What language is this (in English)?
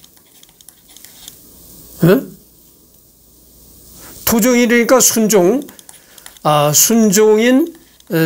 Korean